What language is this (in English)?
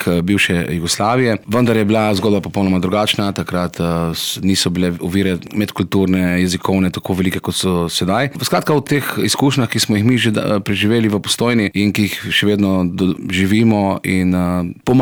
Slovenian